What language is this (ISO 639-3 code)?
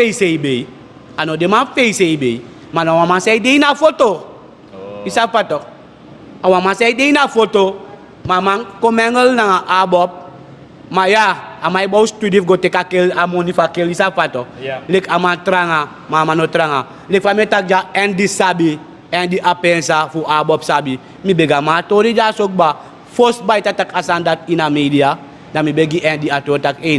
srn